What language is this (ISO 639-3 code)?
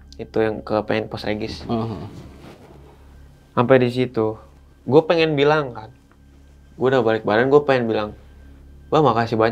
ind